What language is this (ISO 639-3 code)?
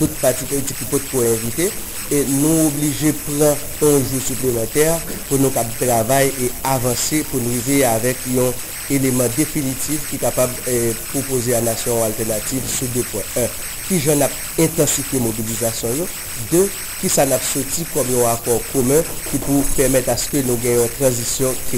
hat